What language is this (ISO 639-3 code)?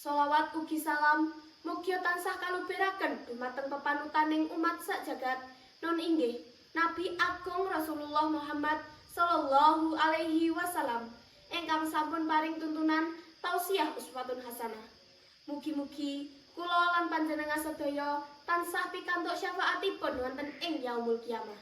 jav